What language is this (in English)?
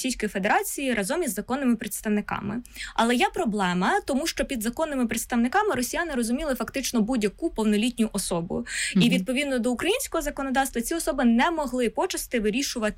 Ukrainian